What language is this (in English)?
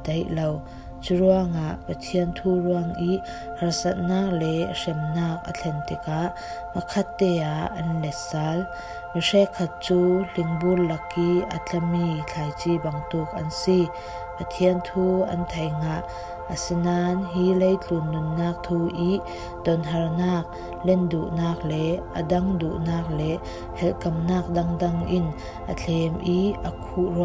Falam Chin